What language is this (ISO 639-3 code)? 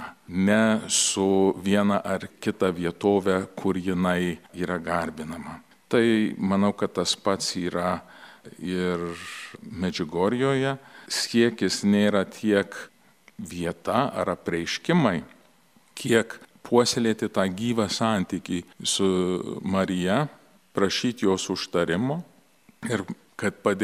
lit